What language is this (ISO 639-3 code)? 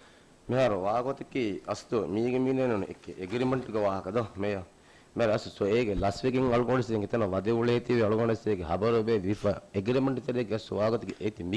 div